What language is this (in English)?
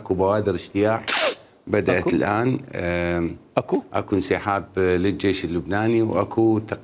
Mesopotamian Arabic